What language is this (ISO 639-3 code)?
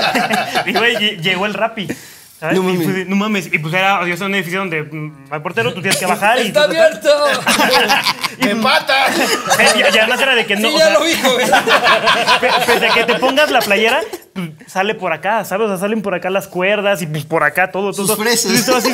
spa